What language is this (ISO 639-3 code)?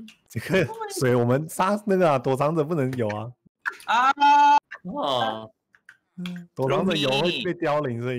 zho